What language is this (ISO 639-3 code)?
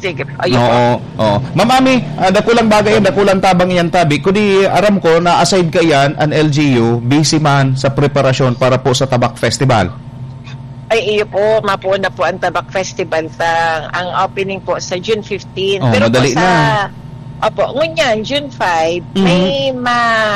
bik